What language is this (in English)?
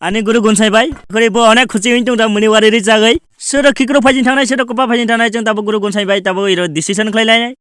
Kok Borok